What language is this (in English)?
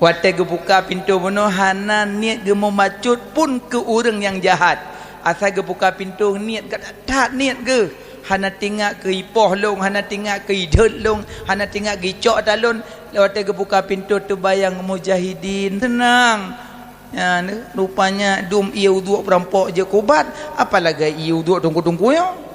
Achinese